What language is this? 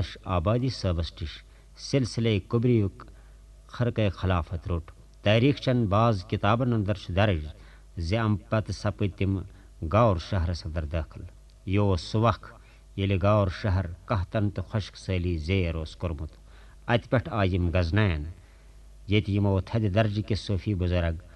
Kashmiri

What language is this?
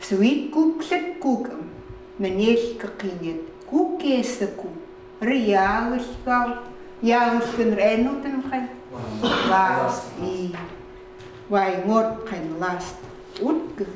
Chukot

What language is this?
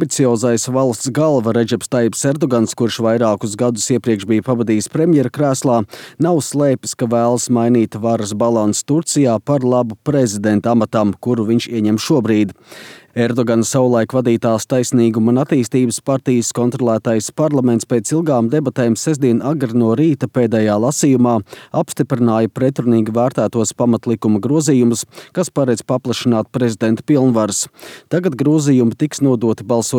Latvian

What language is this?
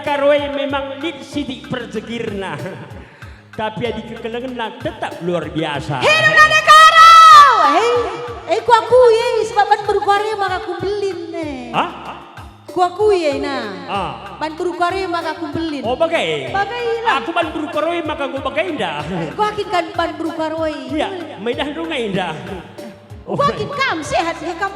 Batak Karo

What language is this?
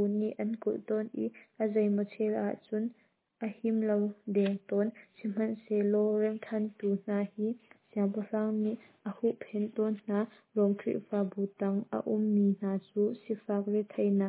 Hakha Chin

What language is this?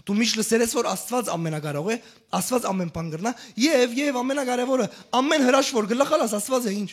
Western Armenian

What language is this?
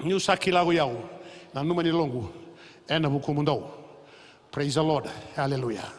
Fijian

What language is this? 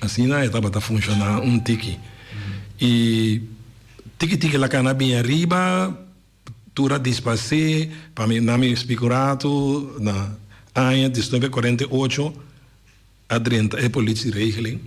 Papiamento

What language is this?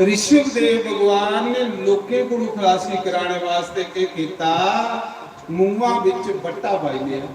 Dogri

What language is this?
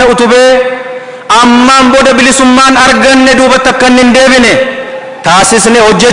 Oromo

